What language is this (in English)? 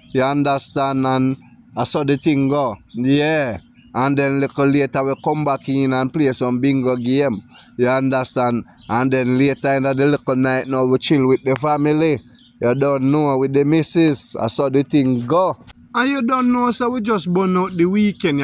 Jamaican Creole English